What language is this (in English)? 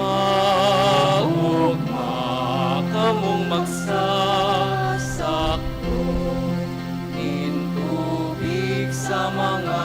Bikol